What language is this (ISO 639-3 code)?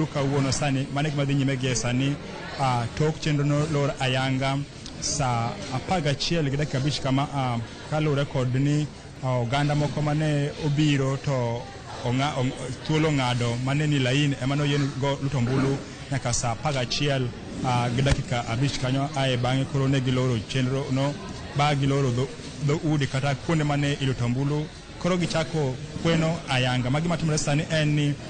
luo